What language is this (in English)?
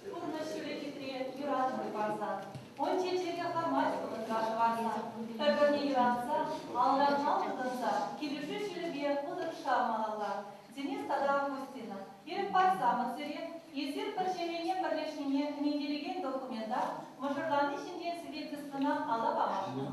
Chuvash